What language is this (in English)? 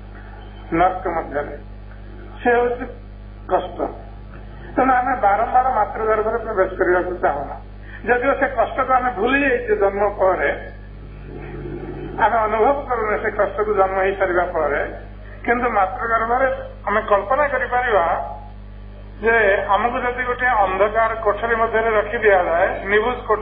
Odia